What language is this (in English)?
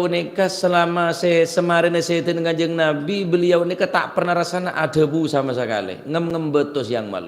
Madurese